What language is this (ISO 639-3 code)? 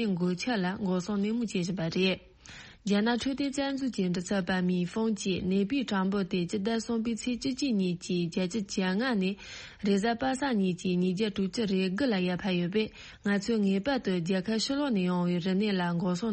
bod